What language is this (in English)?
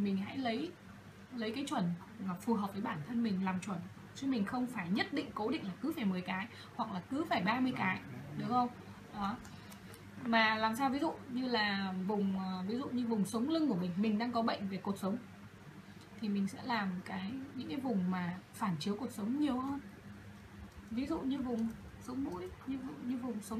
Vietnamese